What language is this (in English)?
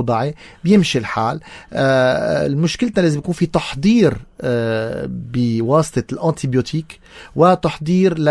North Levantine Arabic